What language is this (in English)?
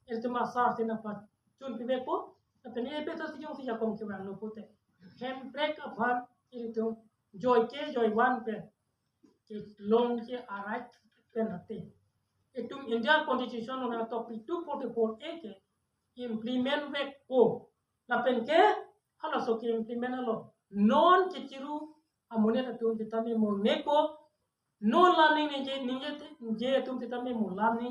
Karbi